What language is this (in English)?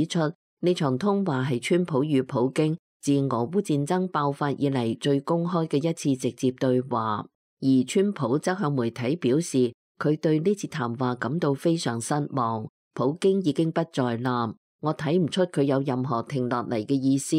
Cantonese